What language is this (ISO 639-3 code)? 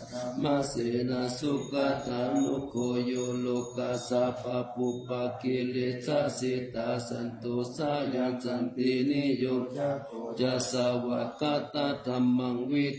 pli